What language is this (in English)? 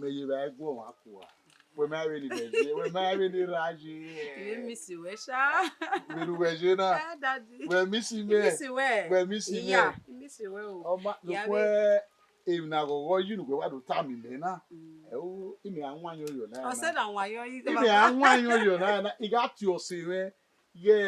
Bini